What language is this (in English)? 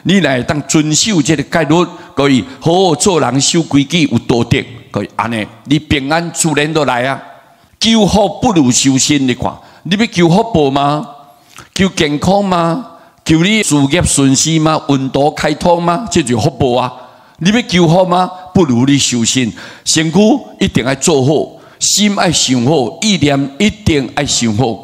Min Nan Chinese